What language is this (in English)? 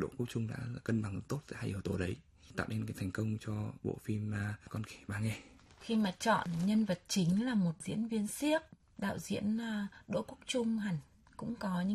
Vietnamese